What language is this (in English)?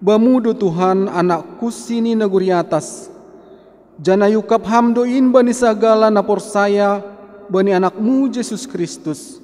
Batak Simalungun